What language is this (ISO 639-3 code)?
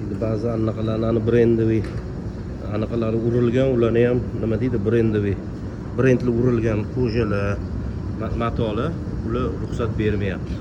uzb